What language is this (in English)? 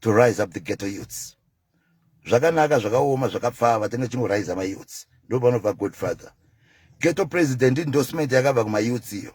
Shona